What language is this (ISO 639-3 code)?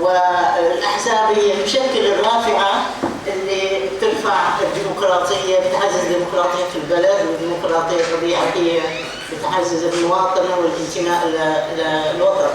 apc